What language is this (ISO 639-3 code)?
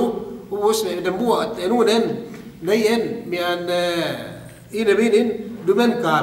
yka